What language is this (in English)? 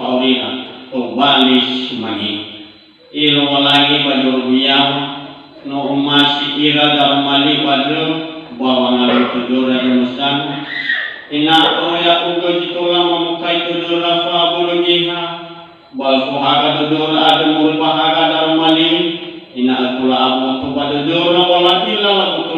Nias